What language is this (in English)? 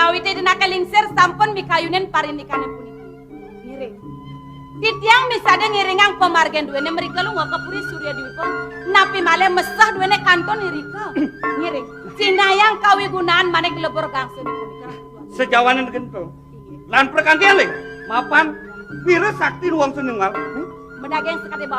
Balinese